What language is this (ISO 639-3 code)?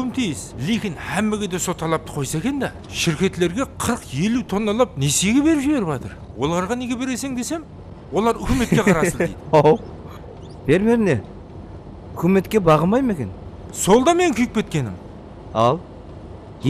kaa